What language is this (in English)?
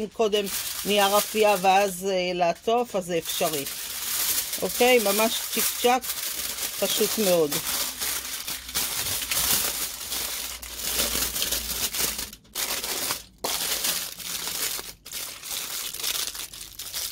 Hebrew